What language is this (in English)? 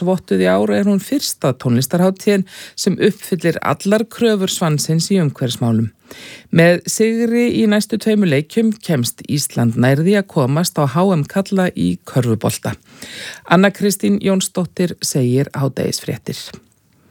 Icelandic